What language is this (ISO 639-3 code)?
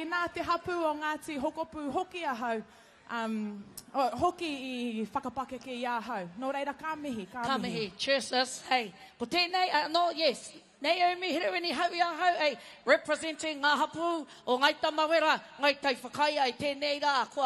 mri